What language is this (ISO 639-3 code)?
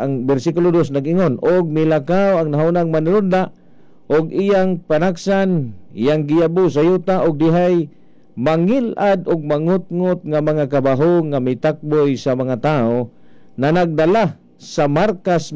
ceb